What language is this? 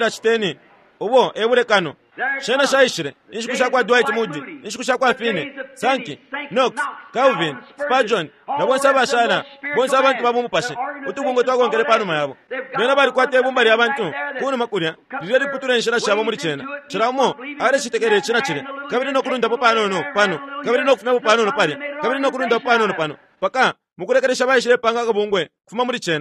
Bemba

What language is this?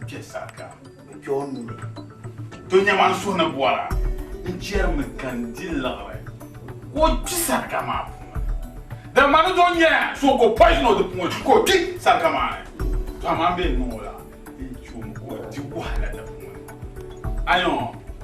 Dagbani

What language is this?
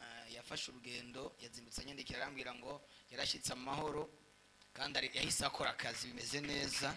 Rundi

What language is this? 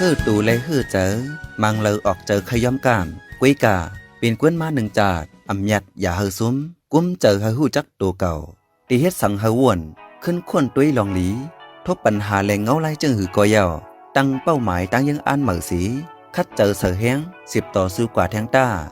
Shan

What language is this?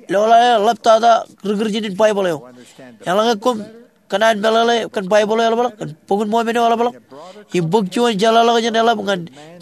Marshallese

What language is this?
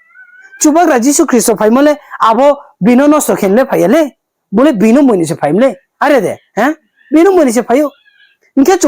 Riang (India)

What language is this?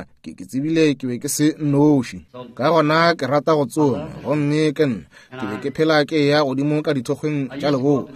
Northern Sotho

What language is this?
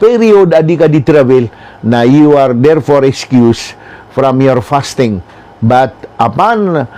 Maranao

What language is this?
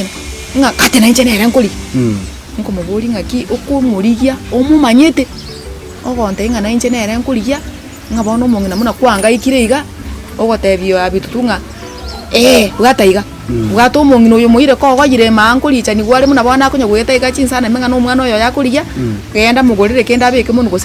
Gusii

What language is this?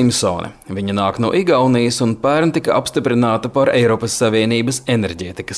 Latvian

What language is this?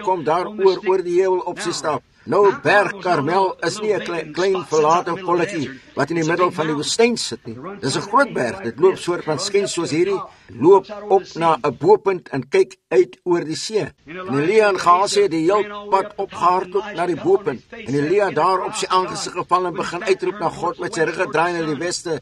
Afrikaans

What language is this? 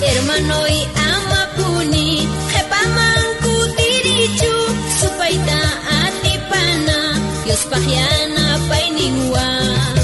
South Bolivian Quechua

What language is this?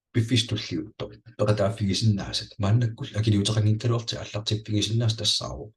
Kalaallisut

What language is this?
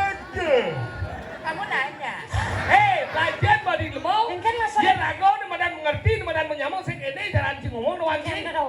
Balinese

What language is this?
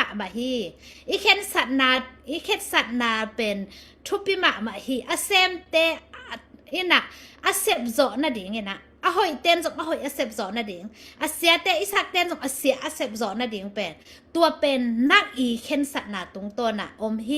Tedim Chin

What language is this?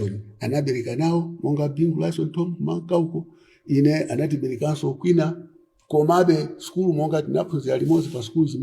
Nyanja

